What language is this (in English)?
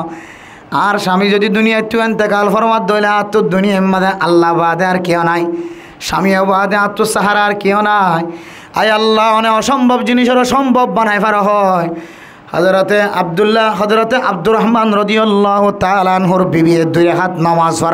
Rohingya